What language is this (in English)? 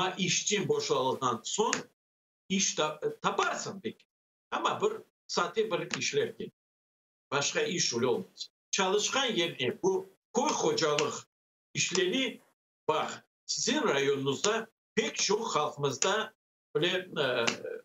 Crimean Tatar